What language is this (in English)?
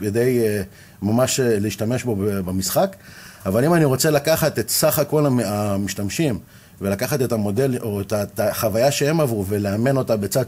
Hebrew